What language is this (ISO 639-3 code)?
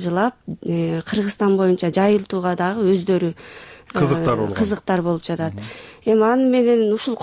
kir